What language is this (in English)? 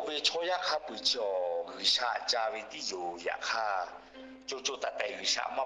Lahu